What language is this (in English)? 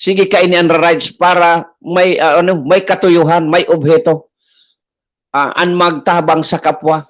Bikol